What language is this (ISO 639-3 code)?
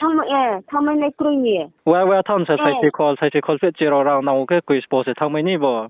ria